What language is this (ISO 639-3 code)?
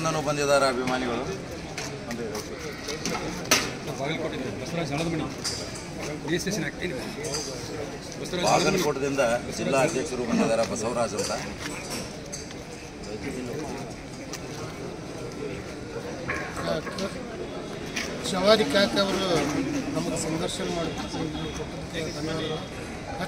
kan